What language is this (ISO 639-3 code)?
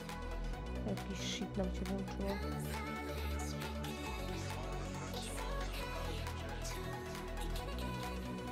pol